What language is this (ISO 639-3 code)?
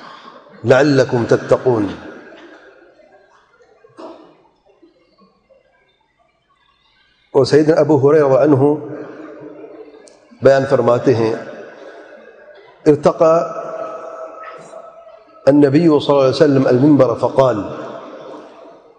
urd